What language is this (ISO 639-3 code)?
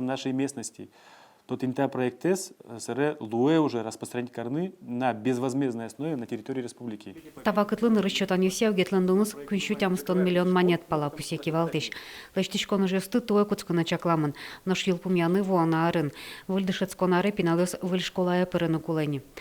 udm